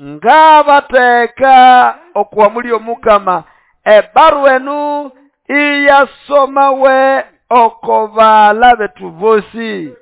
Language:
Nande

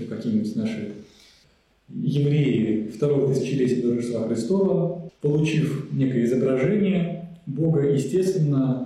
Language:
Russian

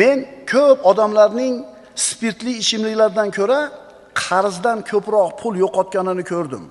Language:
Uzbek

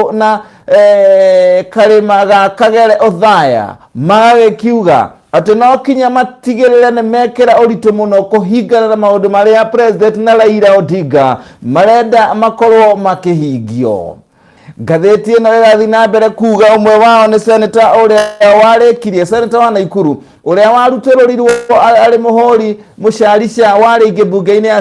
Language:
Kikuyu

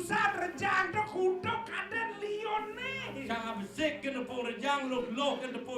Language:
Balinese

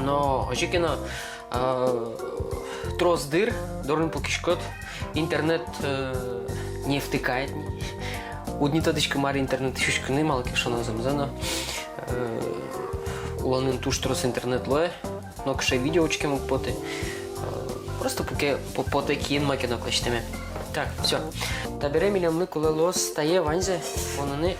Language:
Udmurt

